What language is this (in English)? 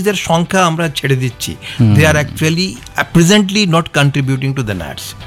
Bangla